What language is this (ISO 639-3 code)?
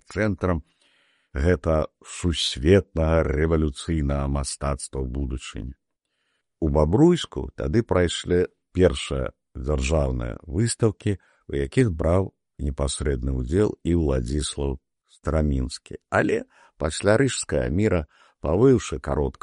bel